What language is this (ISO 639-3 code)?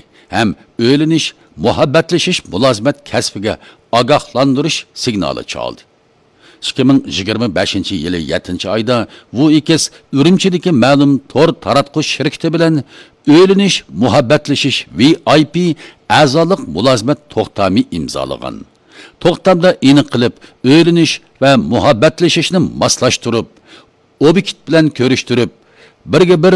uig